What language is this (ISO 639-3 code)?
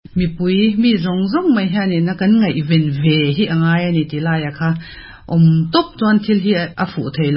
lus